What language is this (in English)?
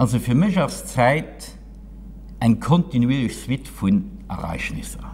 Luxembourgish